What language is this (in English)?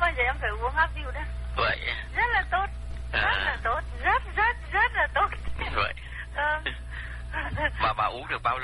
Vietnamese